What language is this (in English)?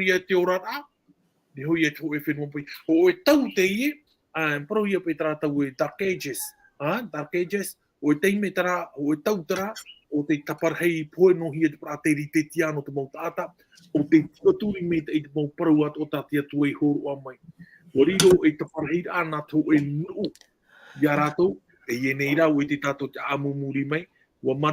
Tahitian